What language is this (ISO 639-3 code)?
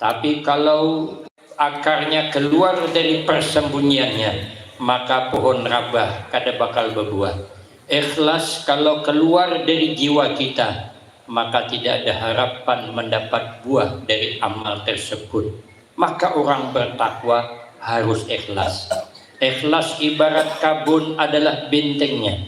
bjn